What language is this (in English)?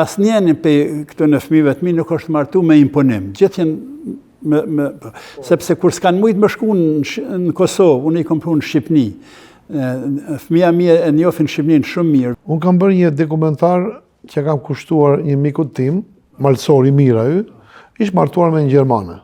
Albanian